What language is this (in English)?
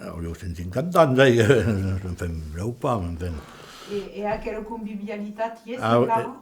Occitan